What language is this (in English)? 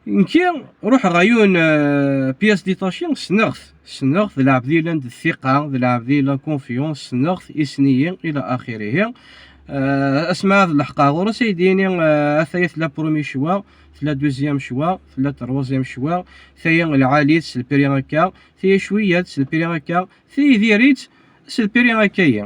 Kabyle